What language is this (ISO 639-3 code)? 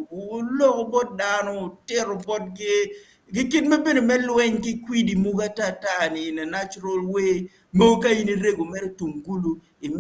ach